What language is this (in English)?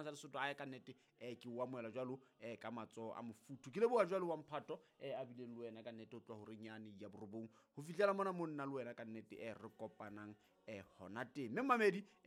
Southern Sotho